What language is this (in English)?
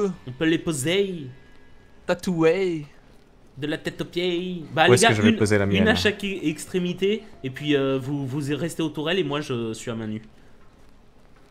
French